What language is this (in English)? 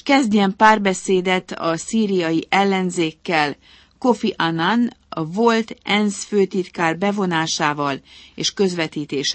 Hungarian